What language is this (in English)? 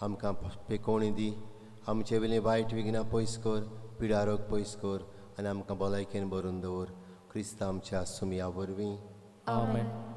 Konkani